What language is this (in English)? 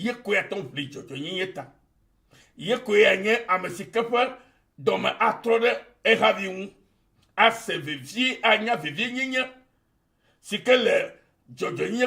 Ewe